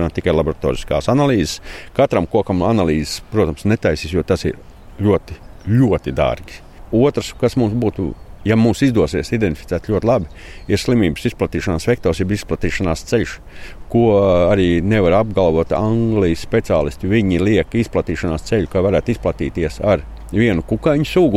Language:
Latvian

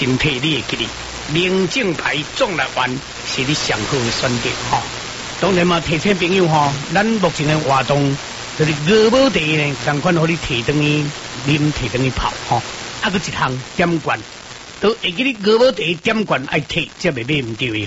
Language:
Min Nan Chinese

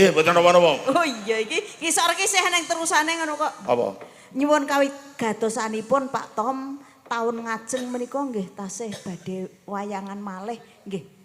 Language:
Javanese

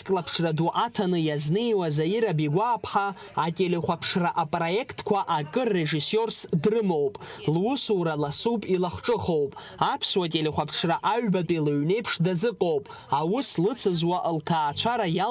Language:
Abkhazian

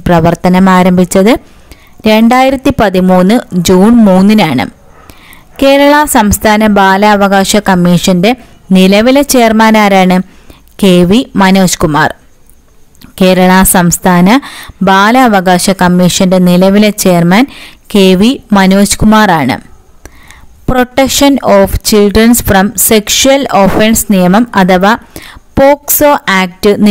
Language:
Malayalam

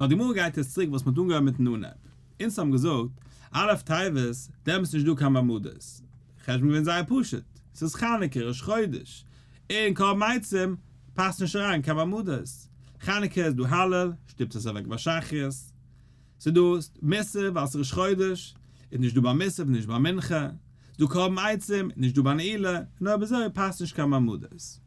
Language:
Yiddish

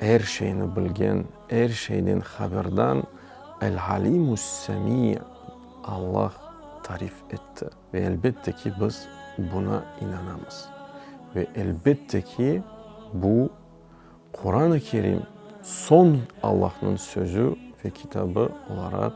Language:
Crimean Tatar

